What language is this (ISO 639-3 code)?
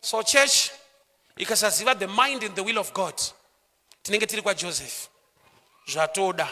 sna